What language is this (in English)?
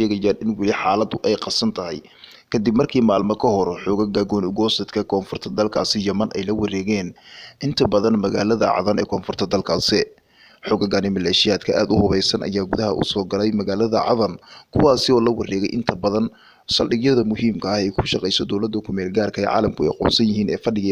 Somali